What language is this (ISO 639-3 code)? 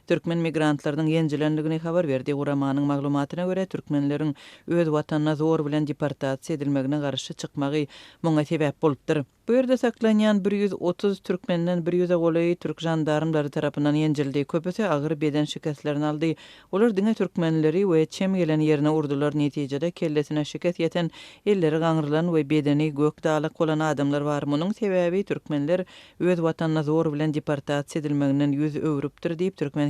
tuk